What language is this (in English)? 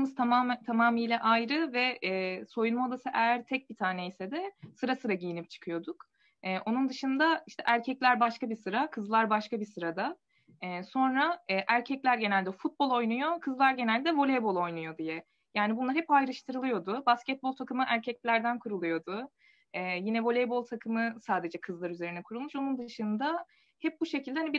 Turkish